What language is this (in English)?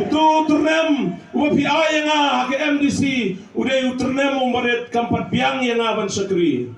Khasi